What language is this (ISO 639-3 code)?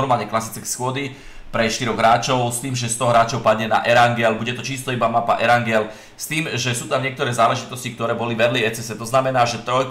slk